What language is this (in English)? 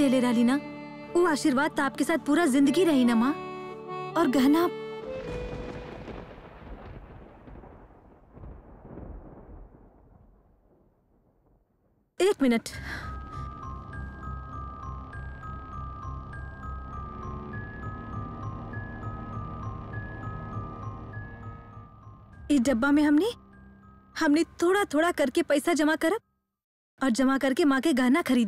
Bhojpuri